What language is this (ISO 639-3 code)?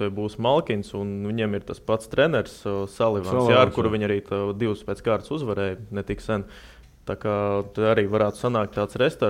lav